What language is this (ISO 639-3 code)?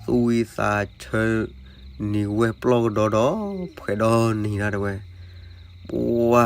ksw